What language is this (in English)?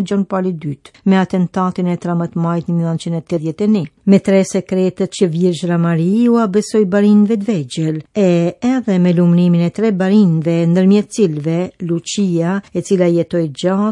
Albanian